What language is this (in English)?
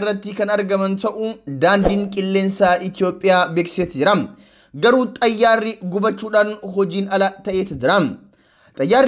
Oromo